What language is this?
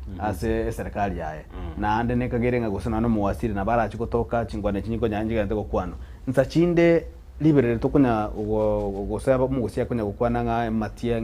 Gusii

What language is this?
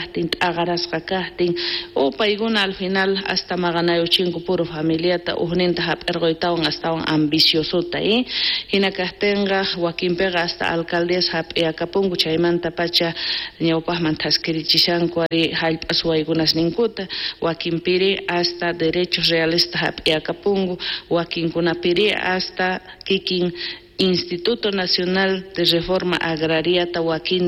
South Bolivian Quechua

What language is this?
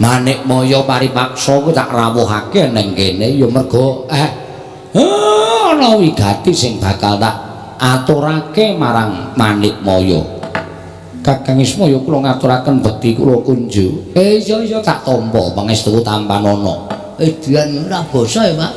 Javanese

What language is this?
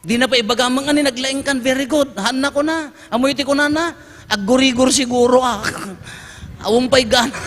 Iloko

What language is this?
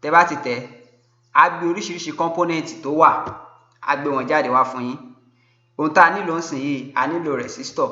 Yoruba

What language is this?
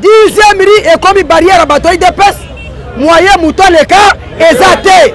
Lingala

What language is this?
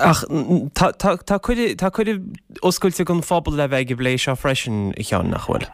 Irish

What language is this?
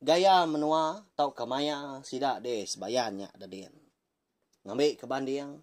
Iban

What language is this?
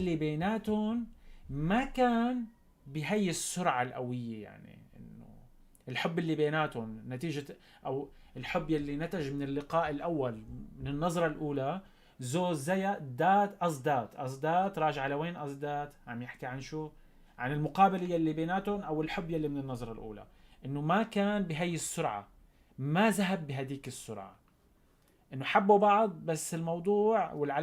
North Levantine Arabic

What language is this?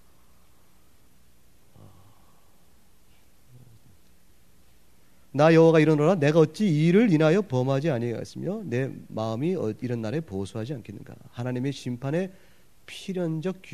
Korean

